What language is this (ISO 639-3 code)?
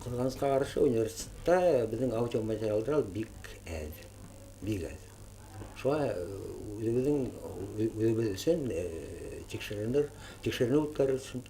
bak